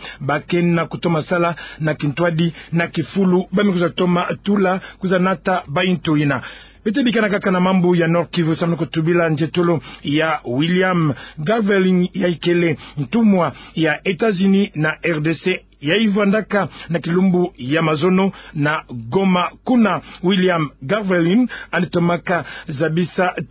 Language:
Kituba (Democratic Republic of Congo)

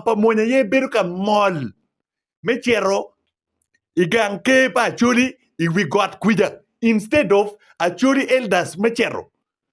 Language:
Acoli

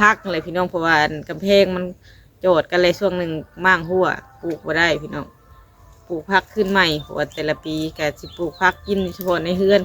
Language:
Lao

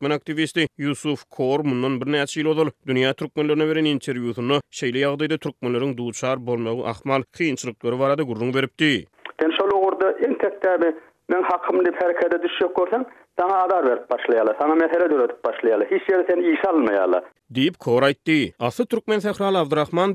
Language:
Turkmen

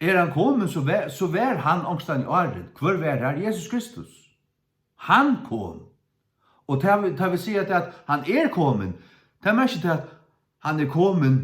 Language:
Faroese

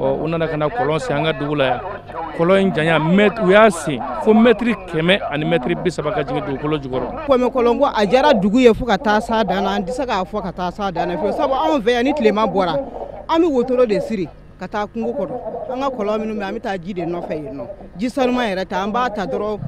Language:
Bambara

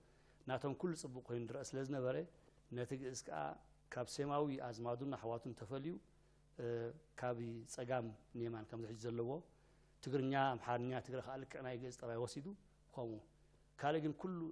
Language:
Tigrinya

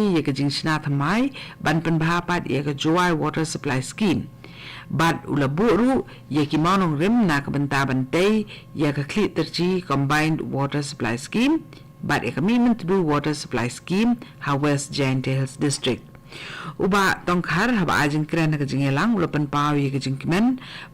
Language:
Khasi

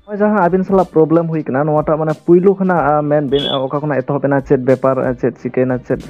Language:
Santali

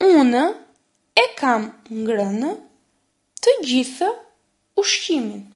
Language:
Albanian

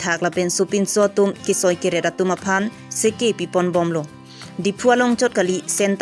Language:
Karbi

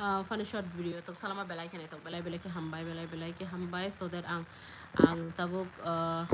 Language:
Kok Borok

